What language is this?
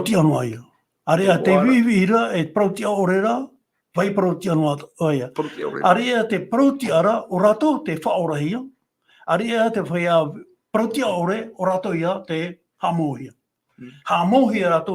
Tahitian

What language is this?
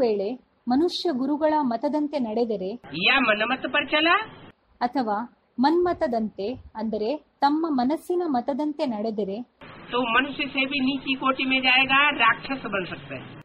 Kannada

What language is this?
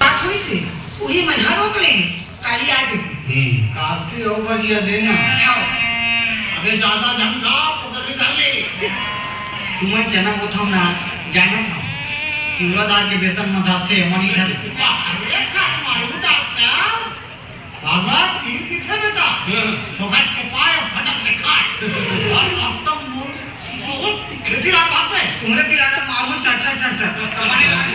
Chhattisgarhi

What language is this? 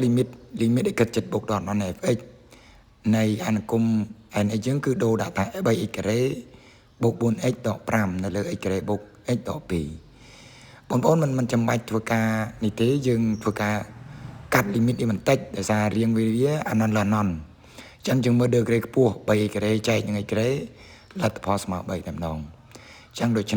Khmer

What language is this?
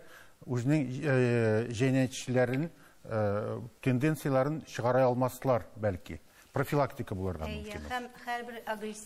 Tatar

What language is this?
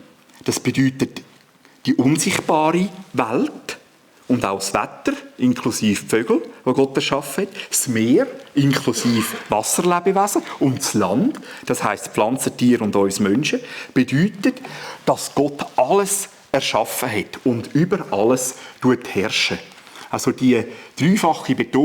Swiss German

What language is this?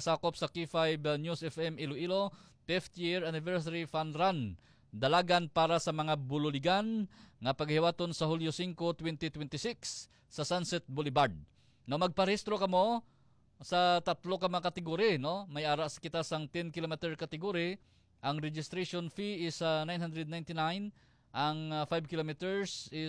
Hiligaynon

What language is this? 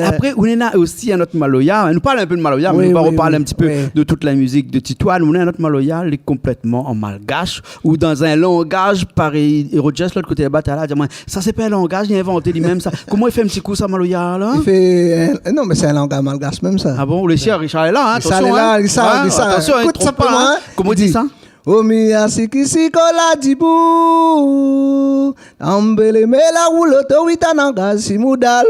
Réunion Creole French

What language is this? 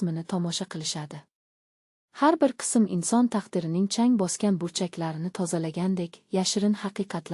Uzbek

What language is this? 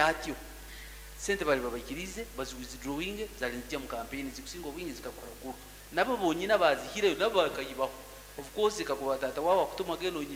Nyankole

